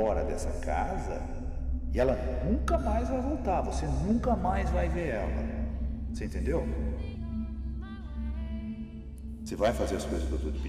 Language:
Portuguese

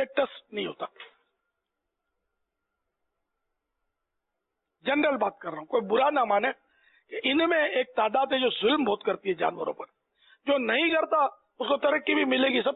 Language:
Urdu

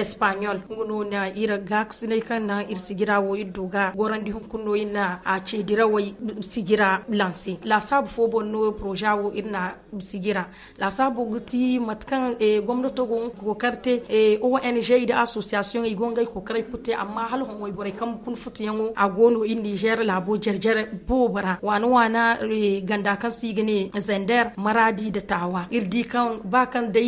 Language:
Zarma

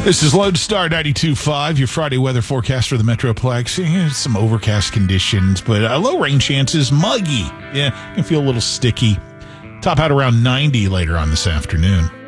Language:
English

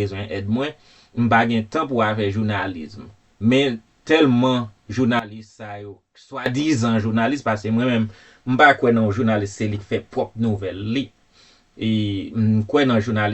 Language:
Haitian Creole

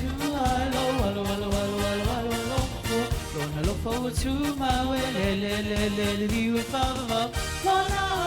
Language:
Samoan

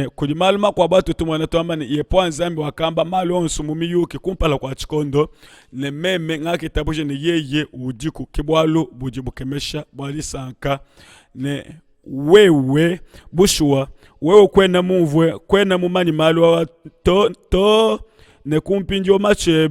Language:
Luba-Lulua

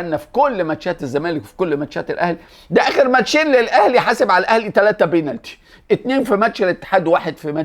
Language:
Egyptian Arabic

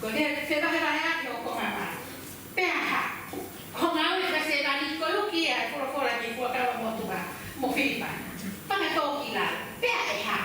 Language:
Tongan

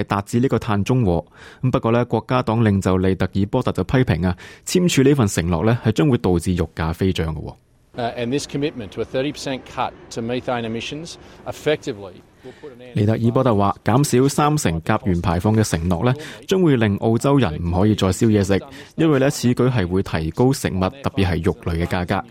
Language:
Cantonese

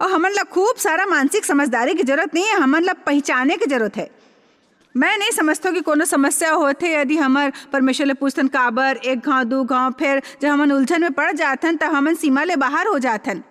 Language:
Chhattisgarhi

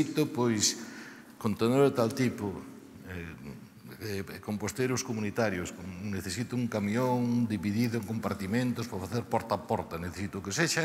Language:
Galician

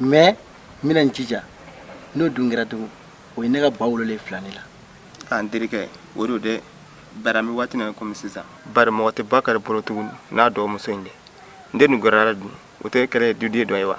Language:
Bambara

